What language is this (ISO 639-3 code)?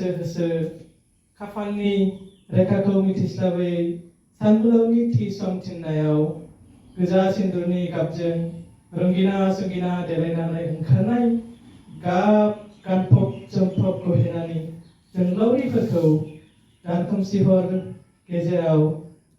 brx